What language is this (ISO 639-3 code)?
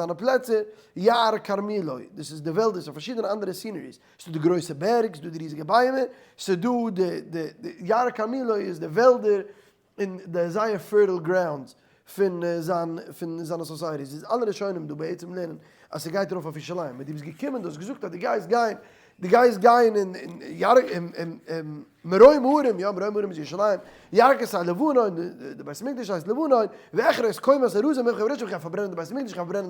yid